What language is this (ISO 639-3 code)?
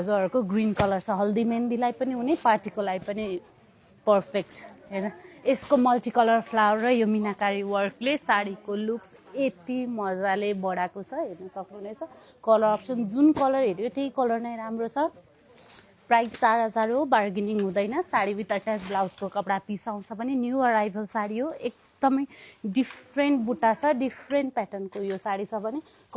nep